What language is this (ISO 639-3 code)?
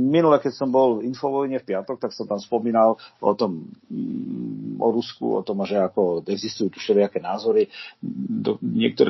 slk